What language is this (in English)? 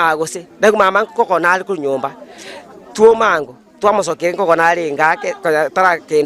Gusii